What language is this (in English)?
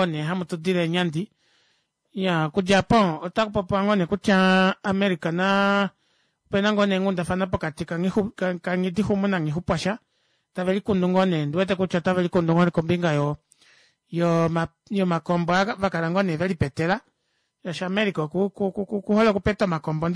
Kuanyama